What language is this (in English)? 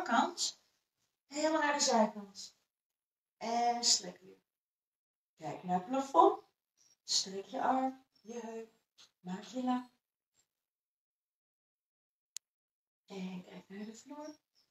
Dutch